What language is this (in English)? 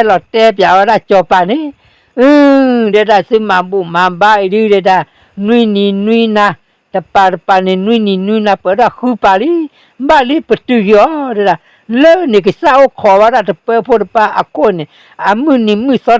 S'gaw Karen